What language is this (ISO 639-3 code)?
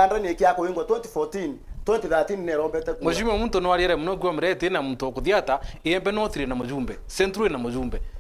mer